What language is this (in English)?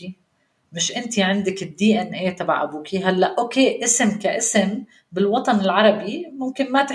North Levantine Arabic